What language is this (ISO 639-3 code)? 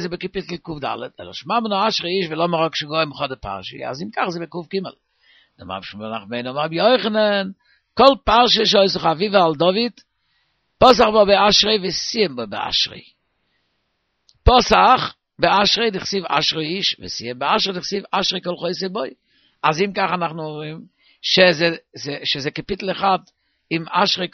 heb